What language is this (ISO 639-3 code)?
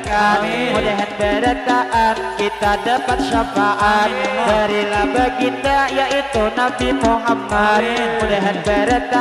bjn